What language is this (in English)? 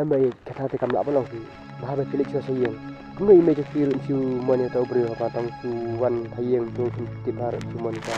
Khasi